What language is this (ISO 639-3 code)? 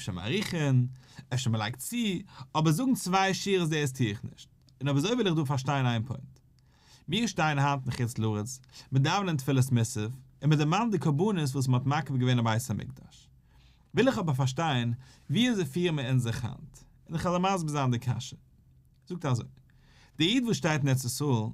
yid